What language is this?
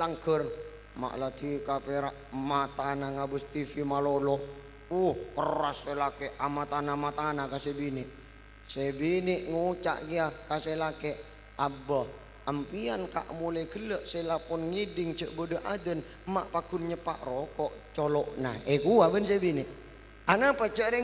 Madurese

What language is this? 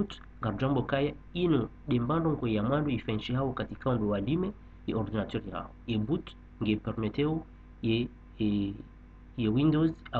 Ngazidja Comorian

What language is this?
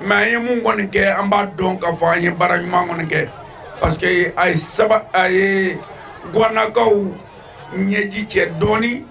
Bambara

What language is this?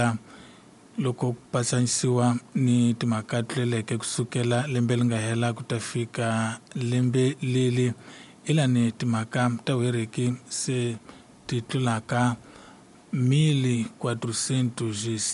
Tsonga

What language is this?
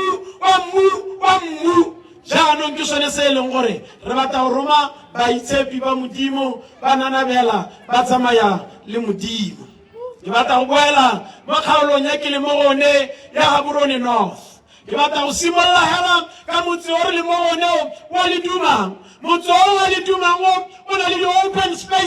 Tswana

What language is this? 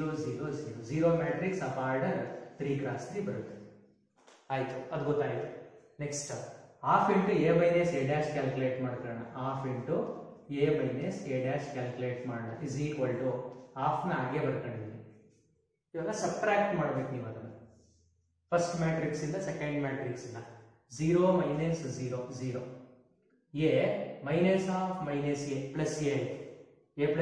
Kannada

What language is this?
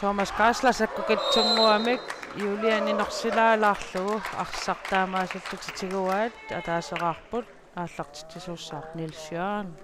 Kalaallisut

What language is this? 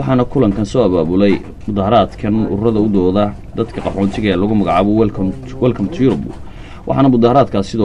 Somali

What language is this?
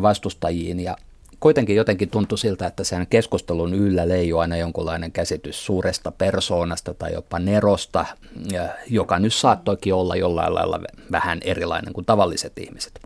Finnish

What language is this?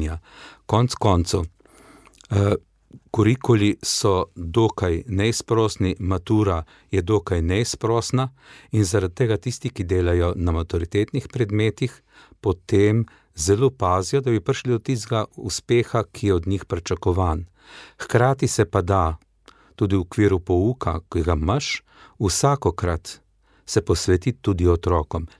Slovenian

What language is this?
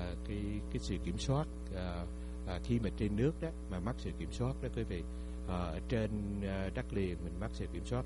Vietnamese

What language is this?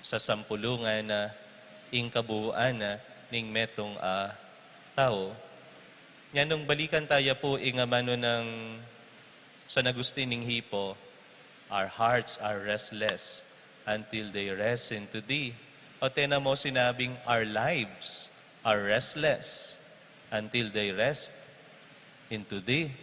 Pampanga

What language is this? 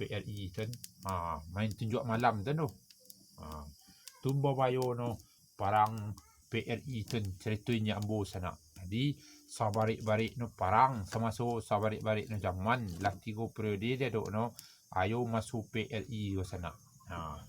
Minangkabau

